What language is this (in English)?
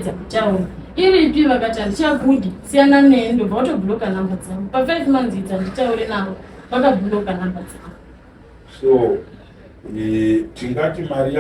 Shona